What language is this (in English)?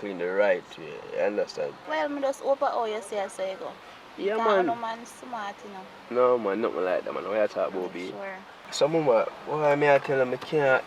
Jamaican Creole English